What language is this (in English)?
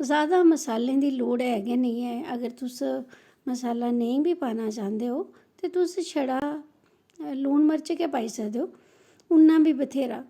Dogri